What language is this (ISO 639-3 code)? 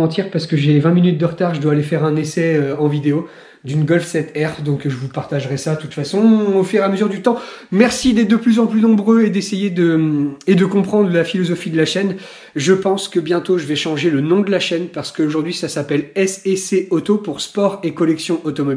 fra